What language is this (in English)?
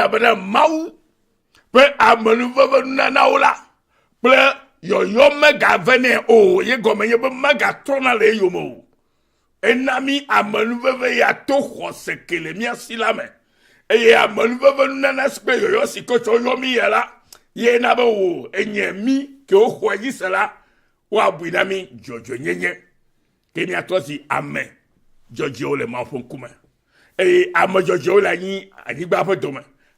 Ewe